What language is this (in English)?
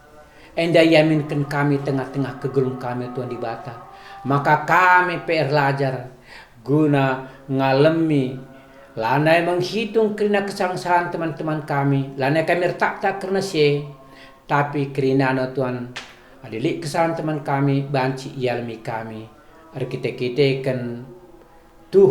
Batak Karo